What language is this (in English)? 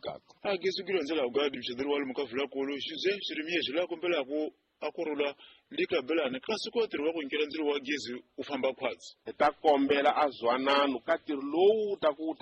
Tsonga